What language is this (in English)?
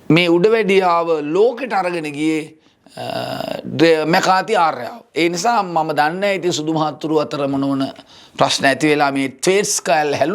Sinhala